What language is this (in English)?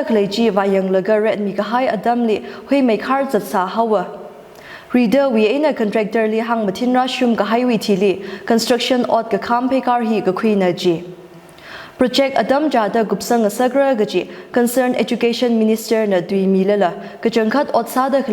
Tangkhul Naga (India)